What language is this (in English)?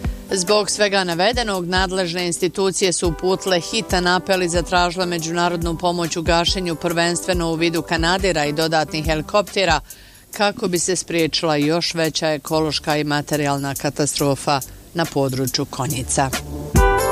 Bosnian